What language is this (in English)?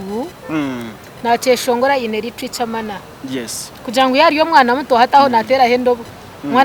Nyankole